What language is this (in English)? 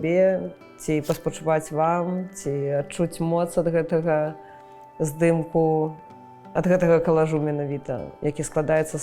Belarusian